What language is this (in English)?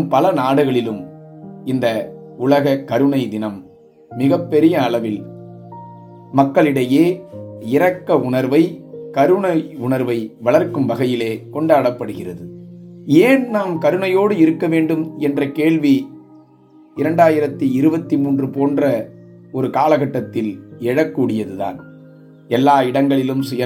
Tamil